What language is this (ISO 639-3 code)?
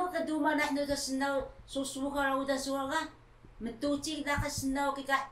trv